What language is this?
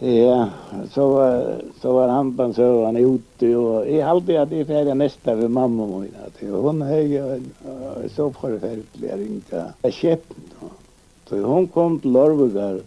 Faroese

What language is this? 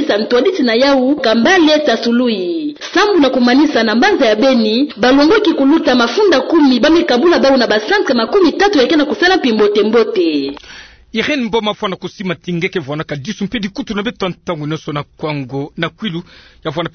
Kituba (Democratic Republic of Congo)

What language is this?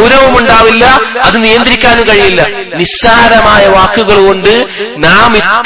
Malayalam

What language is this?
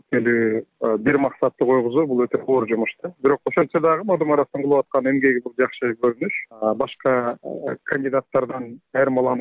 Kyrgyz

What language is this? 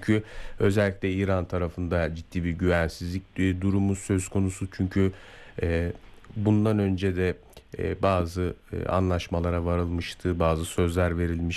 Turkish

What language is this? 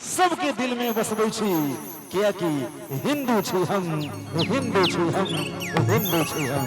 Maithili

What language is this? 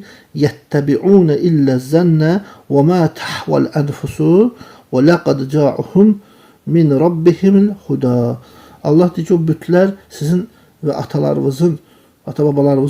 Azerbaijani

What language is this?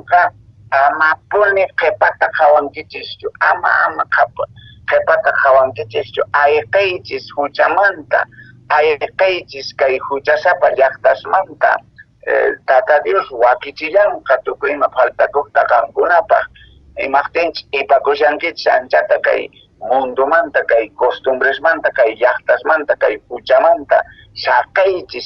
Quechua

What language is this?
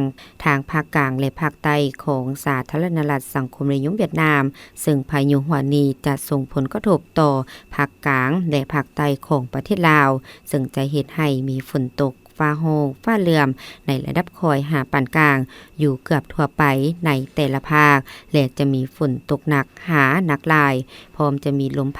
Lao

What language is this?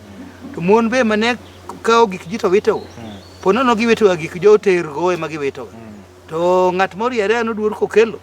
Luo (Kenya and Tanzania)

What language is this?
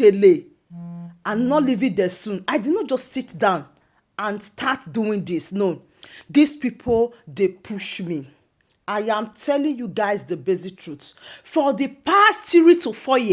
Nigerian Pidgin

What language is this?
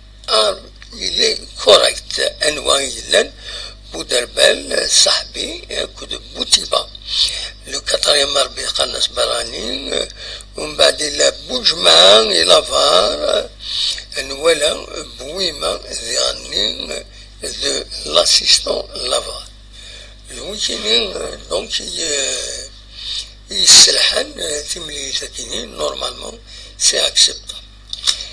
Kabyle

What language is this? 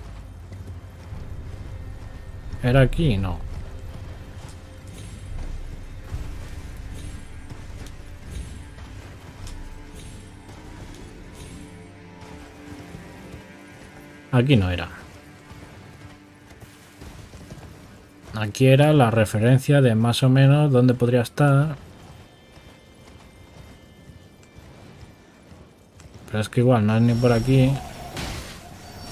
Spanish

